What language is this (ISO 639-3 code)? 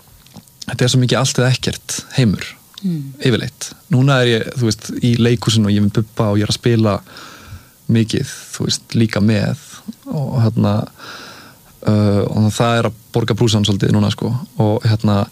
isl